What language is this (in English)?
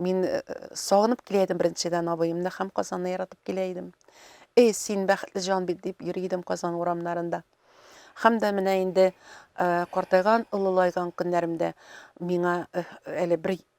Tatar